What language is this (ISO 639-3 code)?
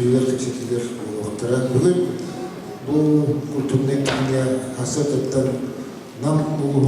sah